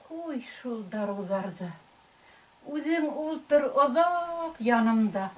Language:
Bashkir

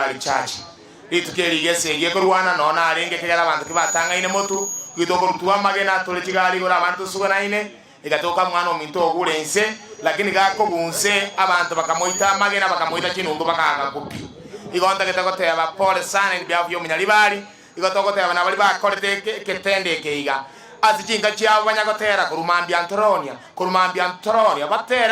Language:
Gusii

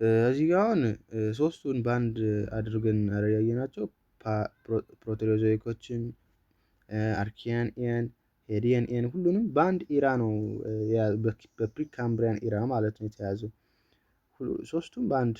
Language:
Amharic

